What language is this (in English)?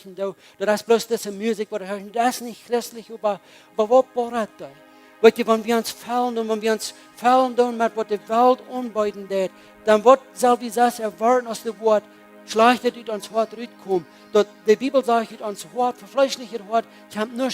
Plautdietsch